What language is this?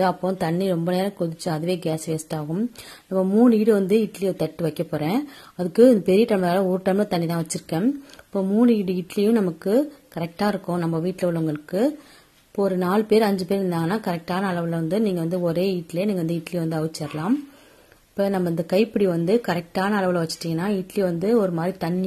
Tamil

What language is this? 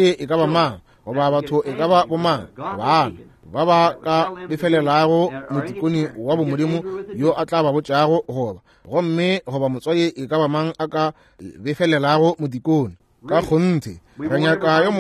Northern Sotho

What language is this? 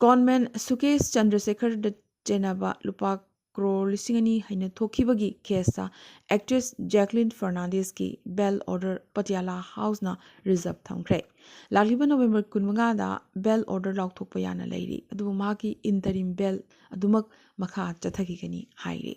Manipuri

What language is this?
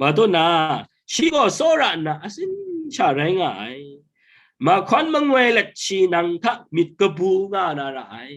Kachin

